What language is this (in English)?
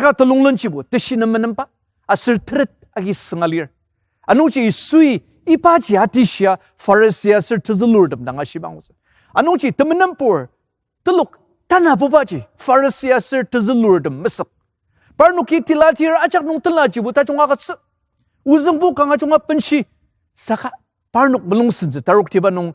Ao Naga